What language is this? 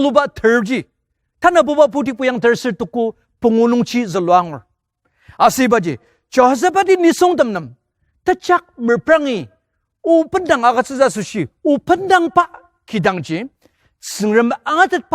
Ao Naga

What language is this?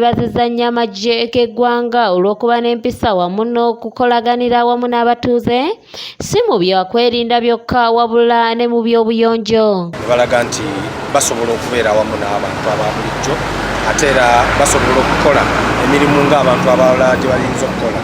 Ganda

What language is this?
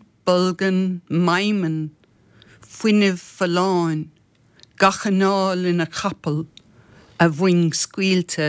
Irish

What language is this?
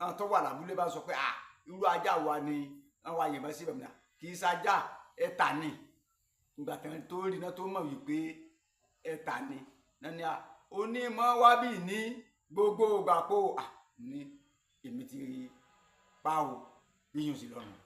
Yoruba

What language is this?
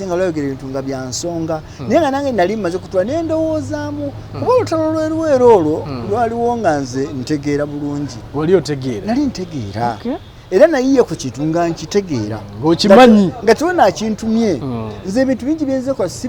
Ganda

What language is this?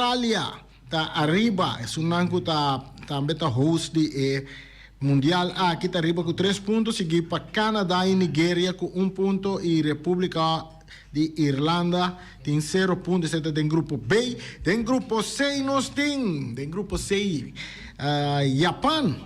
Papiamento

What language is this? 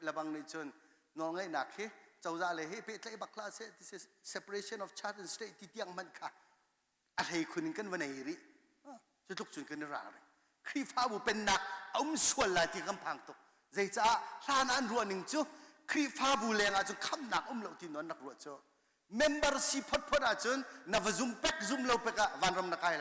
Hakha Chin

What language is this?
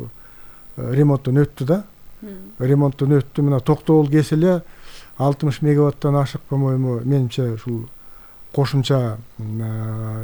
Kyrgyz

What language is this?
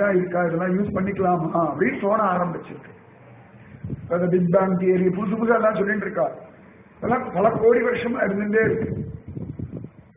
Tamil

